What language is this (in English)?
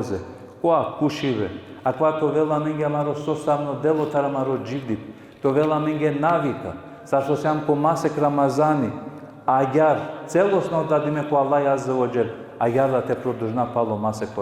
Balkan Romani